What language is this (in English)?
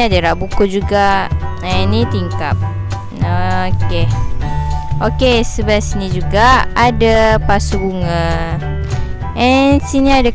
Malay